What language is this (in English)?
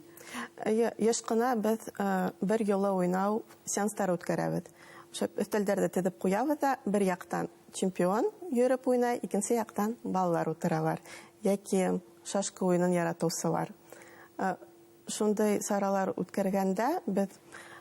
Bashkir